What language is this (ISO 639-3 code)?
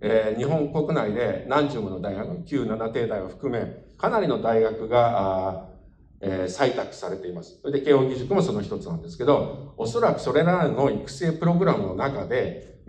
jpn